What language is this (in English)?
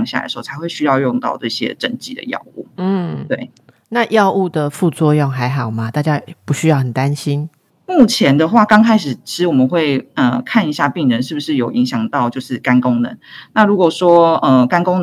Chinese